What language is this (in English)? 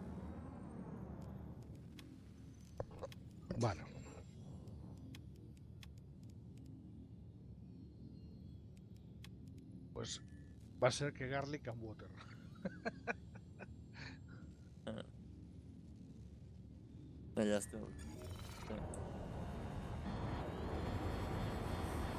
Catalan